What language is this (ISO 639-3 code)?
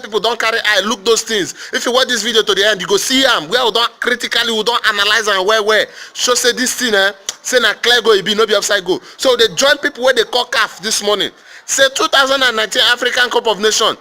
pcm